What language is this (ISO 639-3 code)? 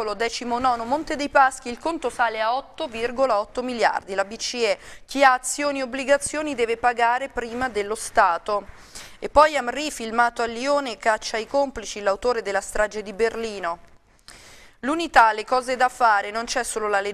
ita